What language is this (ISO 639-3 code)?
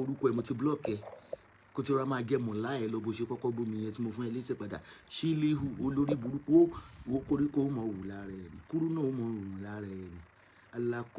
yor